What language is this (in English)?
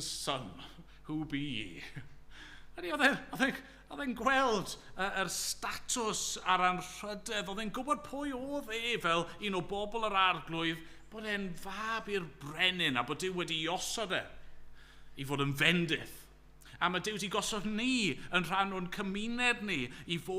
Welsh